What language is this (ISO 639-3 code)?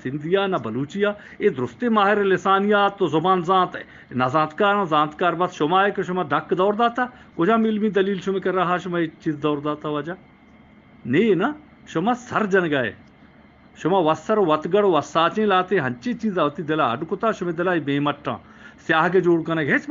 bgp